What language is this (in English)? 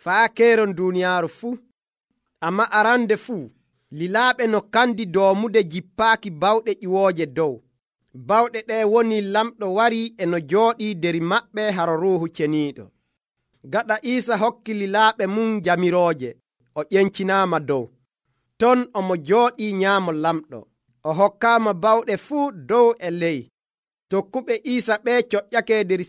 Nigerian Fulfulde